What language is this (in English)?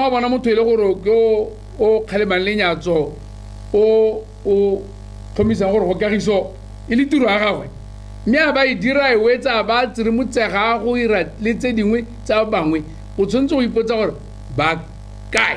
Tswana